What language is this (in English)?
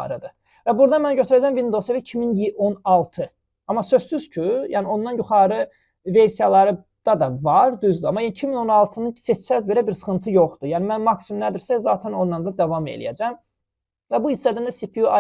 Azerbaijani